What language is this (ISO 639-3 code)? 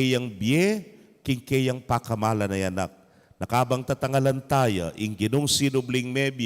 pam